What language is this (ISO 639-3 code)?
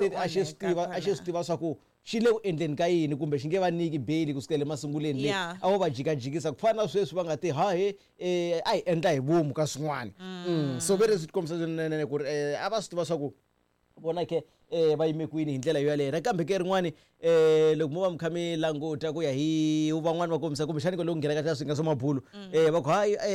tso